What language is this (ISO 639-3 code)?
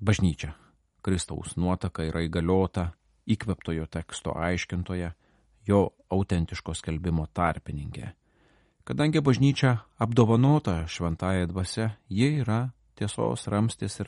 lit